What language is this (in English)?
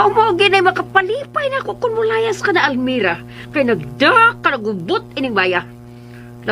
Cebuano